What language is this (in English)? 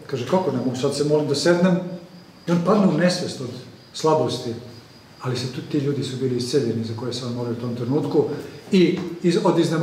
Serbian